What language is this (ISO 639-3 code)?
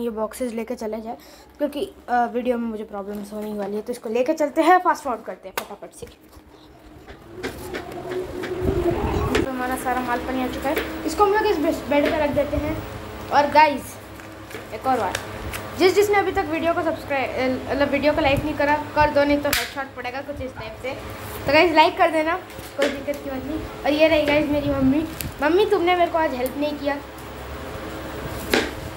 hin